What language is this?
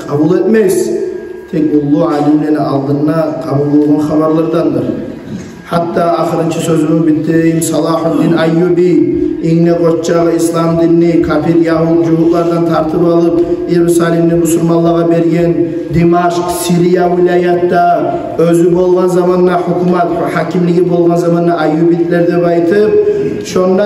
Kumyk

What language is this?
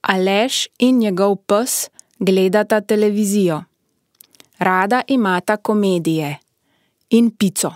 Slovenian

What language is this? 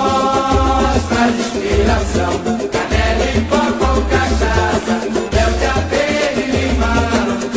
Portuguese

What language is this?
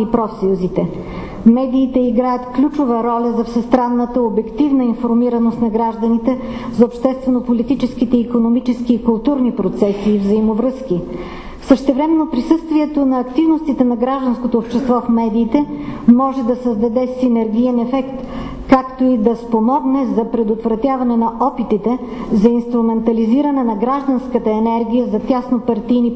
Bulgarian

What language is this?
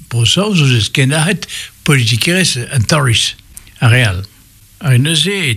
Breton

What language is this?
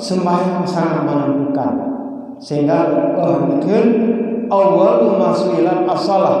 Achinese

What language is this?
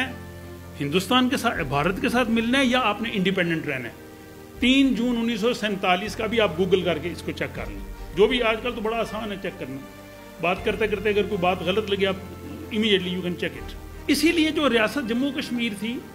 Urdu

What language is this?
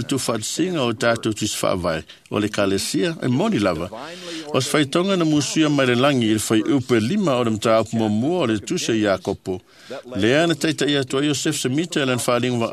Samoan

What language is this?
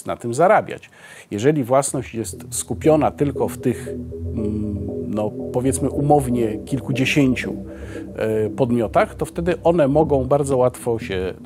Polish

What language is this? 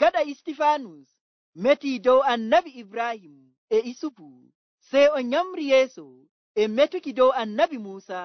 Nigerian Fulfulde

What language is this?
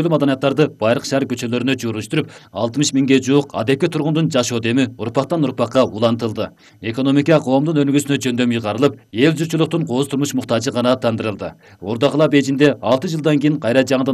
Kyrgyz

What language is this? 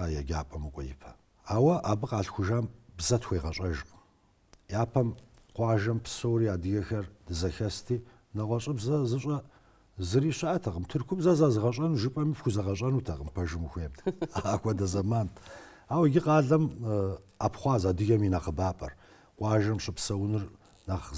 Kabardian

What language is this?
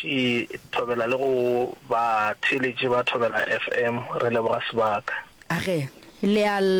Northern Sotho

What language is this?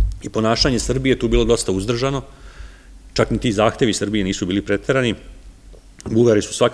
Serbian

